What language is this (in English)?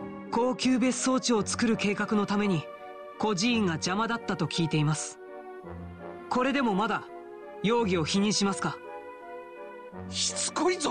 Japanese